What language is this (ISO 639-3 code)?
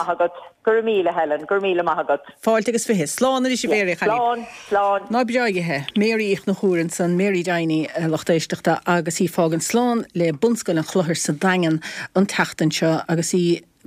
gle